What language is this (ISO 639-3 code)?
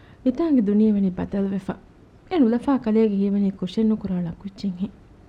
div